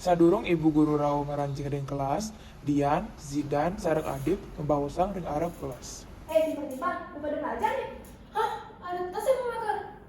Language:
Balinese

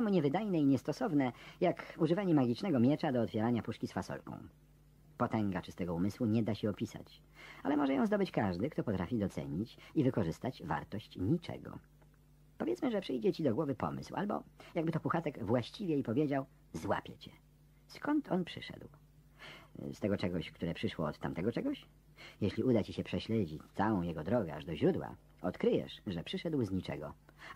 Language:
Polish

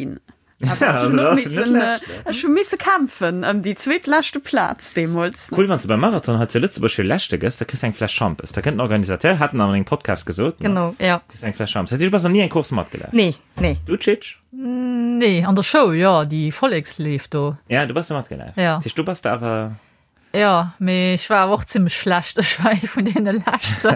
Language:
Luxembourgish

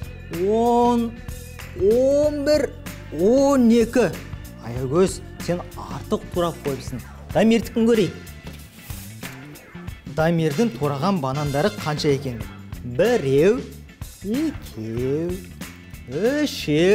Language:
Kazakh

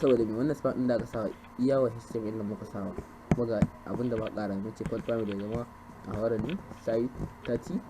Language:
Hausa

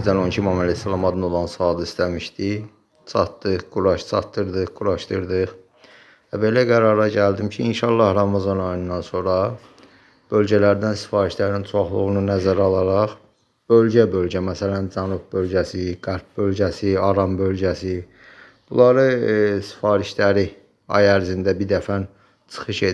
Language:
Azerbaijani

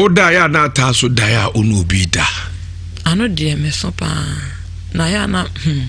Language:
Akan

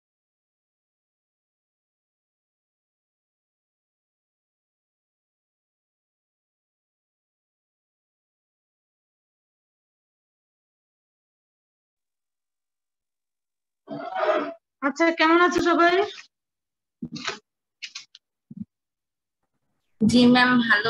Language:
Bangla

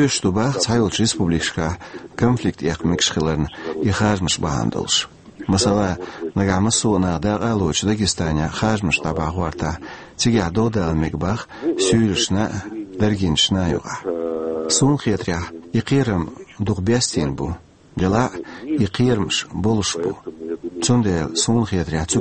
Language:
Chechen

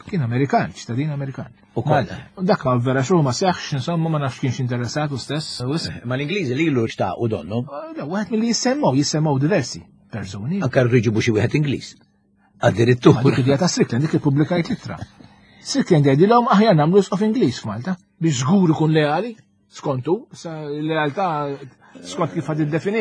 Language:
Maltese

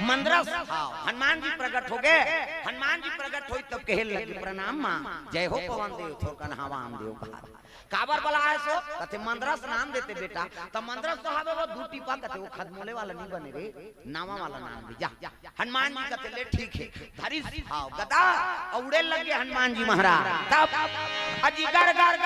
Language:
Chhattisgarhi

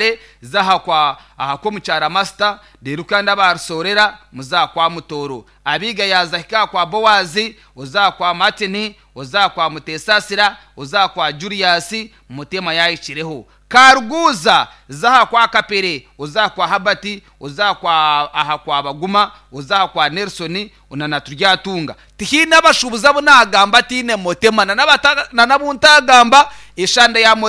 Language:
Nyankole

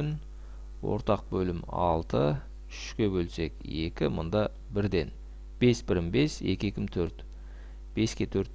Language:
Kazakh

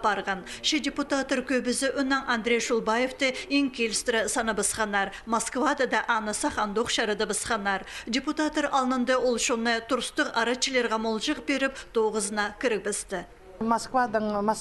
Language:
Khakas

